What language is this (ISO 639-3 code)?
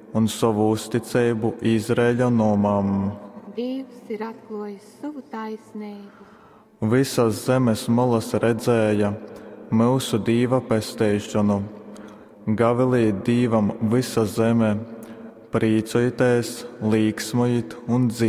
ltg